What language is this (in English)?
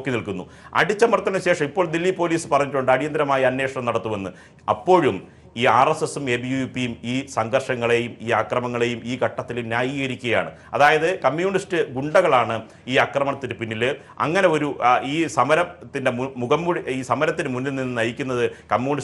Malayalam